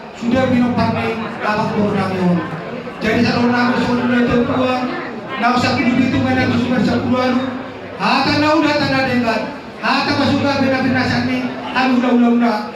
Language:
Batak Toba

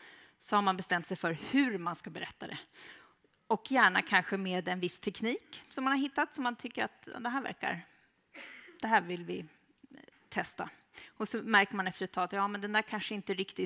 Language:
Swedish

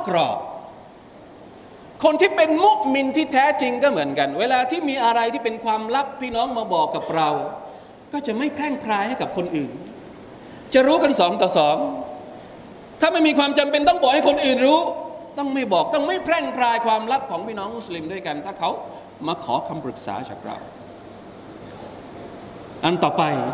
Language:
Thai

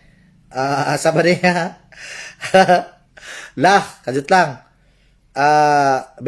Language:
Cebuano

